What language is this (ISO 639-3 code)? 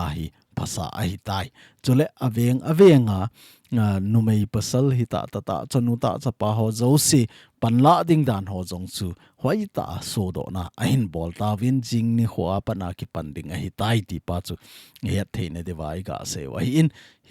tcz